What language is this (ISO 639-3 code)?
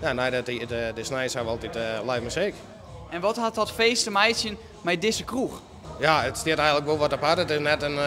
fry